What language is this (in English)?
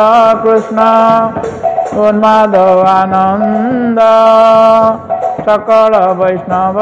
Odia